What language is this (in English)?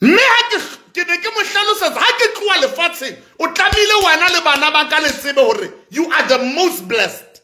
Southern Sotho